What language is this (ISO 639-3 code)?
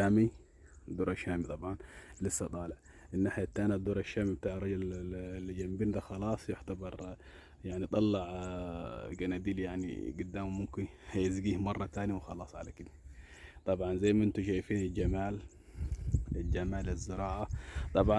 arz